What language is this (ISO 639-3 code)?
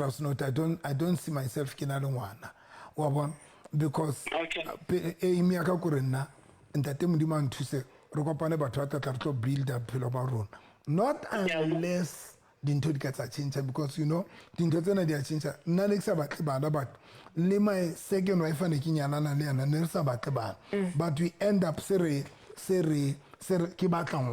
sot